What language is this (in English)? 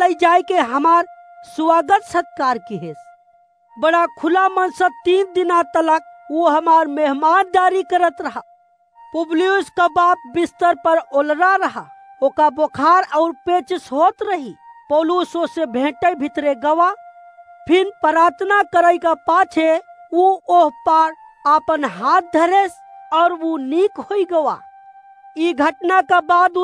Awadhi